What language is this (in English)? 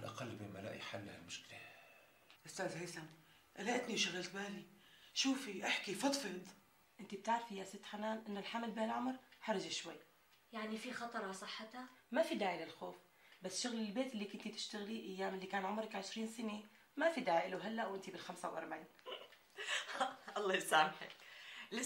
North Levantine Arabic